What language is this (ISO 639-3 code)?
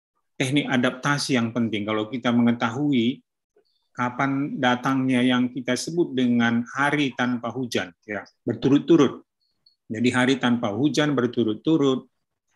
ind